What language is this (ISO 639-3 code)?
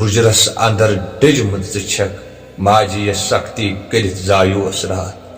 kas